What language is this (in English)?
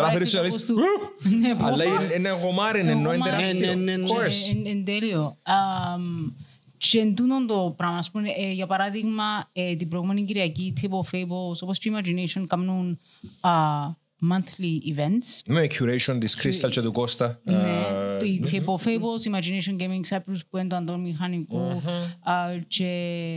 Greek